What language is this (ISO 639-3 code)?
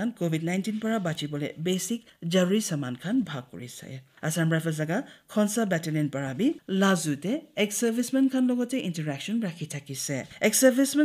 nag